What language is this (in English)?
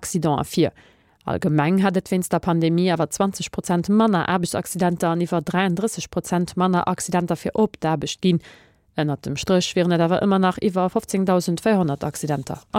Luxembourgish